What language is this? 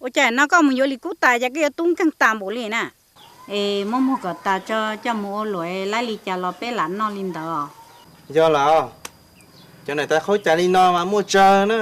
Hmong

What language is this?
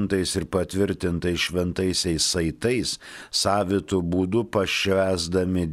Lithuanian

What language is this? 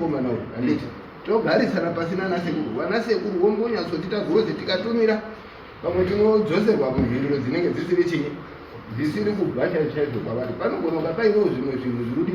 Shona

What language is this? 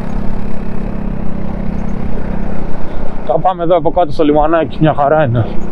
Greek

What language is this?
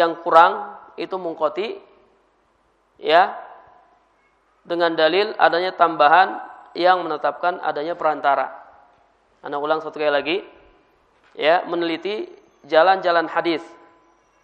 Indonesian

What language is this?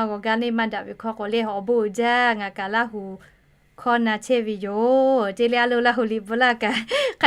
Lahu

